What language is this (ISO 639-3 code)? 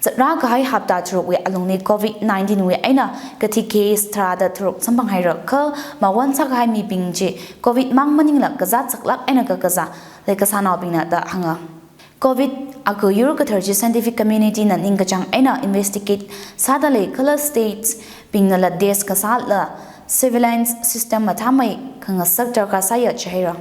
nmf